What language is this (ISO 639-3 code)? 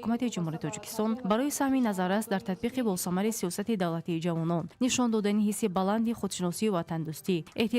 tgk